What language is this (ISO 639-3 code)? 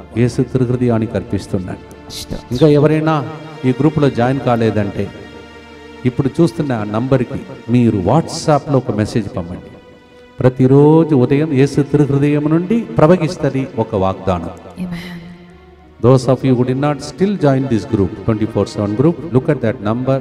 tel